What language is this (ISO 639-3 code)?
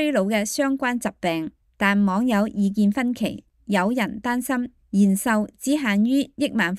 yue